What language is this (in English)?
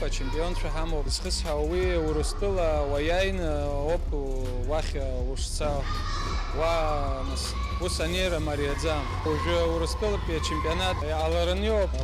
Abkhazian